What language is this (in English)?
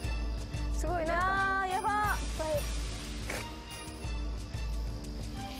Japanese